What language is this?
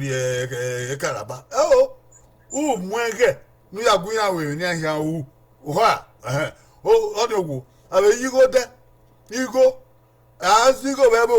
Bini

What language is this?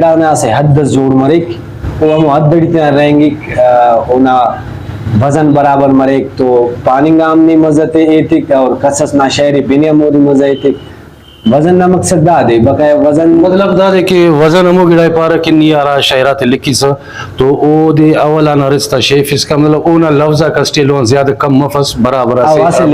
Brahui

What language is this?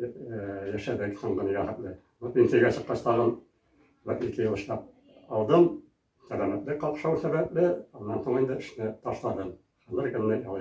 Tatar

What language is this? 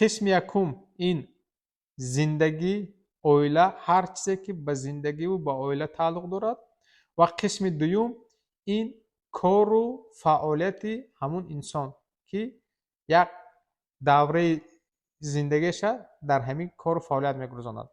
Tajik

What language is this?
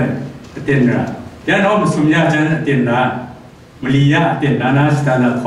Kachin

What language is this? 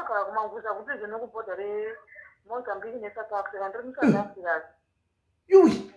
Shona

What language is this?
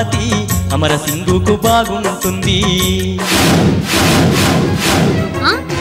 Telugu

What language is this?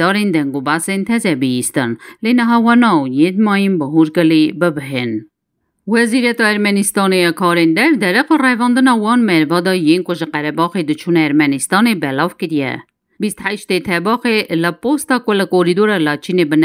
Kurdish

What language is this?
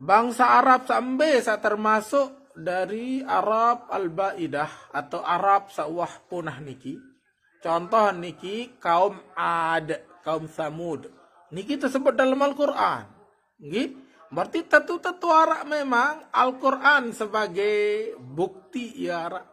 Sasak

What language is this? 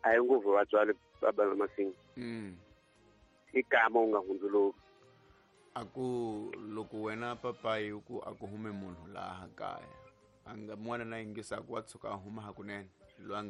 Tsonga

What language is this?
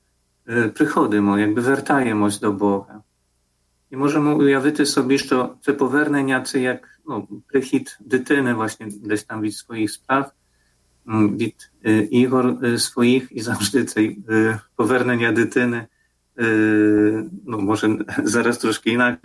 Ukrainian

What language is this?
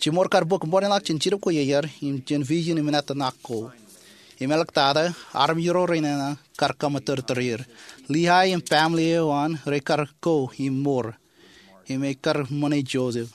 Marshallese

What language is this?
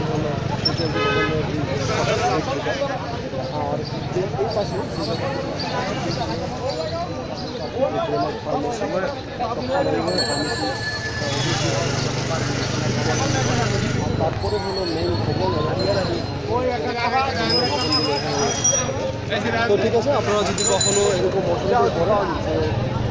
Bangla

